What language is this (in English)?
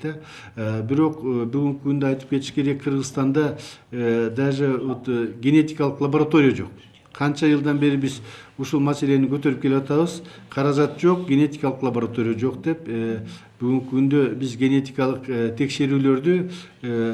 Kyrgyz